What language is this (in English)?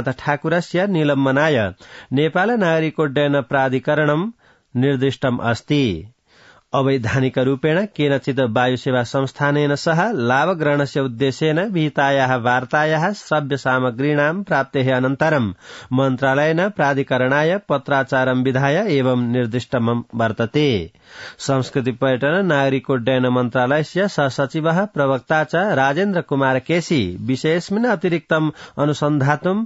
Sanskrit